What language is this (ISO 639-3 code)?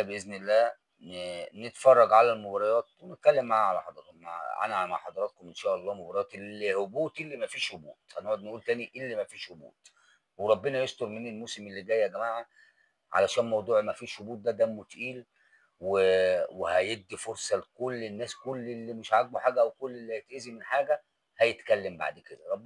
arz